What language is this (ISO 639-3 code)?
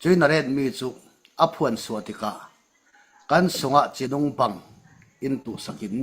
cfm